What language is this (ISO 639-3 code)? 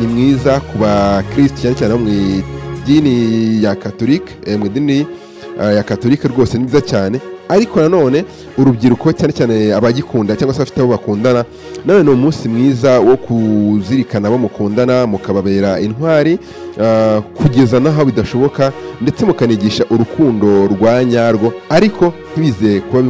kin